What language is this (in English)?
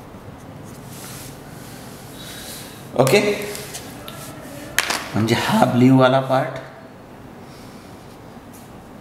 Marathi